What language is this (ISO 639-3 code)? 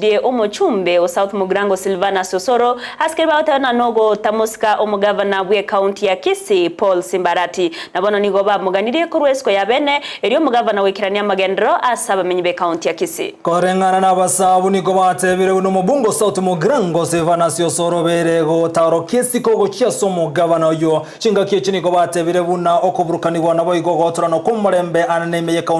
guz